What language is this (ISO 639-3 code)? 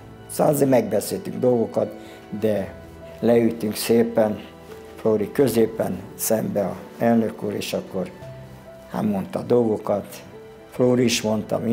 hun